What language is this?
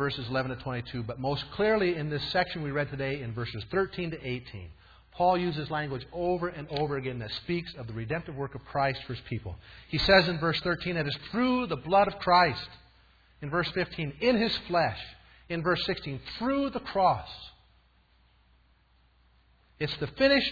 English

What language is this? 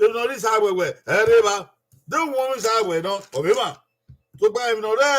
Bini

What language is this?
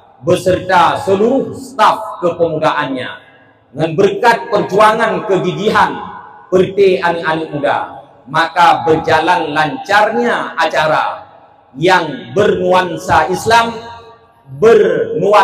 Achinese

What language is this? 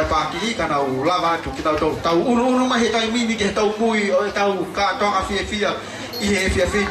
Tongan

